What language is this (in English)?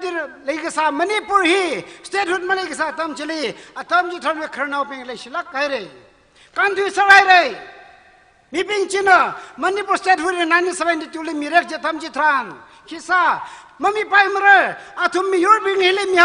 Tangkhul Naga (India)